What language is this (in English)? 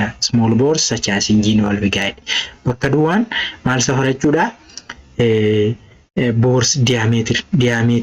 Oromo